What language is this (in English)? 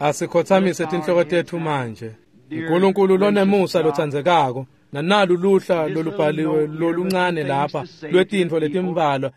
Swati